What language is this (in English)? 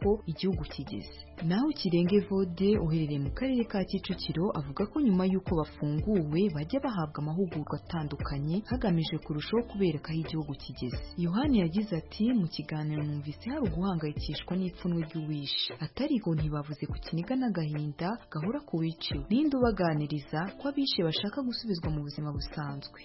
Kinyarwanda